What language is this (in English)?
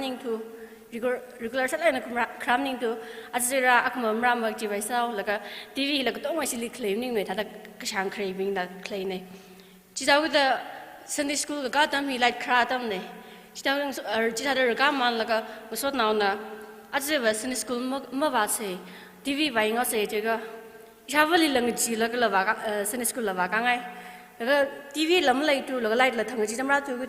Tangkhul Naga (India)